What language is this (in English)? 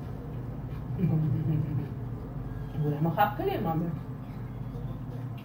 Bulgarian